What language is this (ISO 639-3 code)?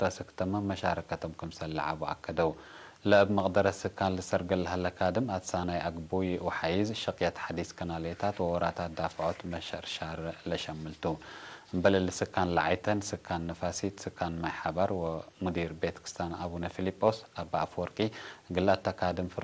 tig